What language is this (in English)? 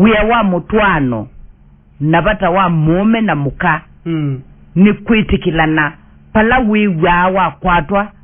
Kamba